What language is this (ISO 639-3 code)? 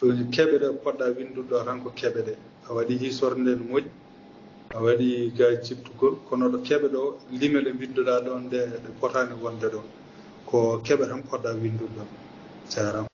ful